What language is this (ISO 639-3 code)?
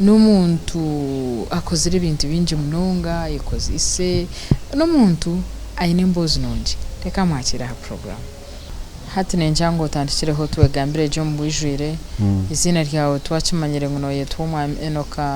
nyn